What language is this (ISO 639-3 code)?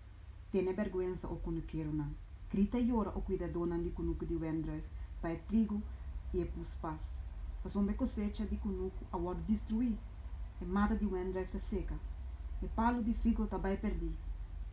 pap